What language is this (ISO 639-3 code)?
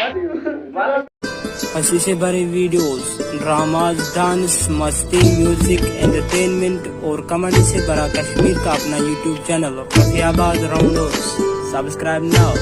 kas